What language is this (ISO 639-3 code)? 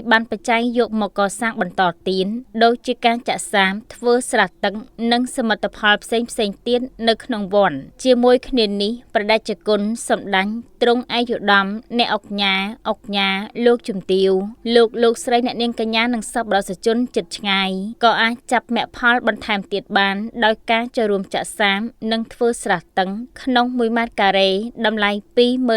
khm